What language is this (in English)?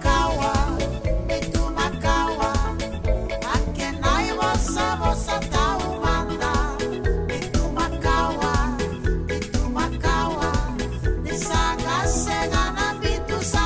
Fijian